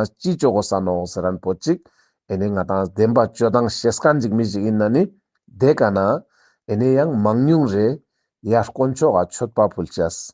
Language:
Ladakhi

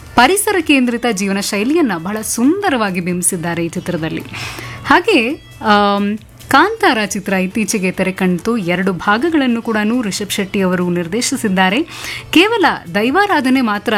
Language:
Kannada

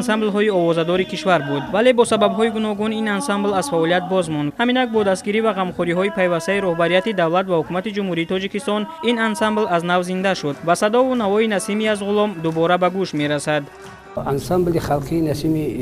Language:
Tajik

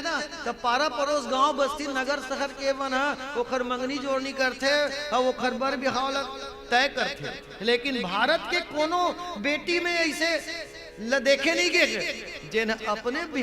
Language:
Chhattisgarhi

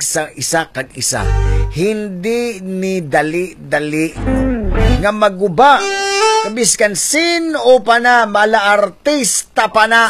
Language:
Hiligaynon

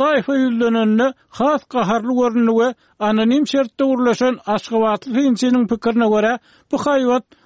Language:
Turkmen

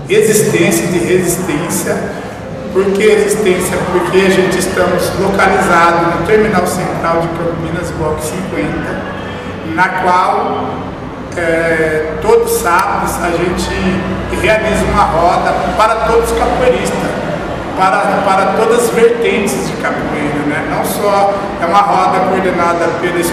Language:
Portuguese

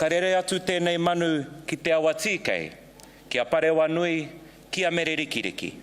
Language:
Māori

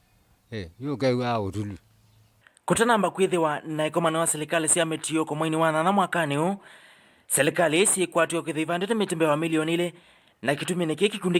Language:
Kamba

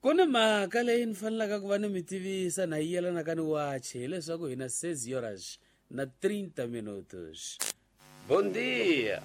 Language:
Tsonga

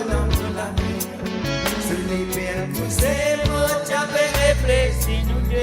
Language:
Morisyen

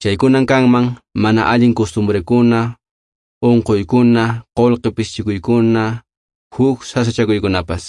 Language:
Quechua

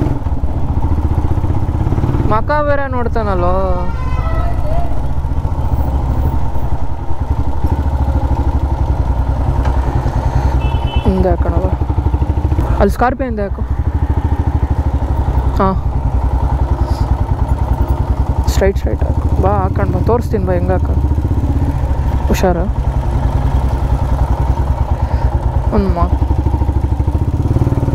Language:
Kannada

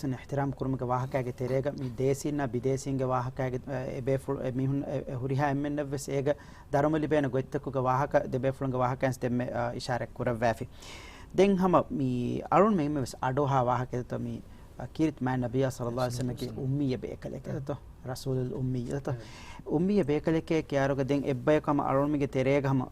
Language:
Divehi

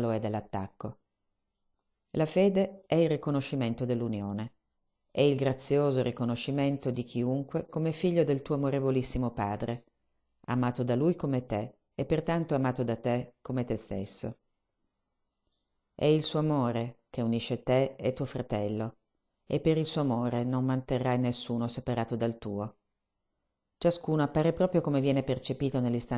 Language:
Italian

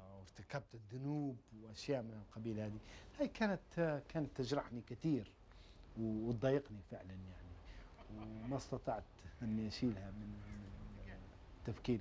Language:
Kabyle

